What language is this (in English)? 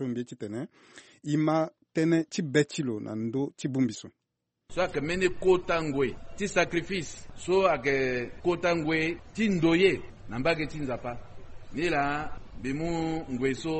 Sango